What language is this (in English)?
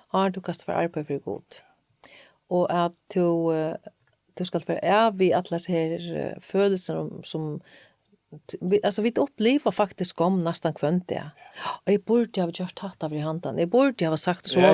Faroese